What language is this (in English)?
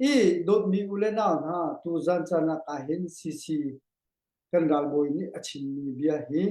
Hakha Chin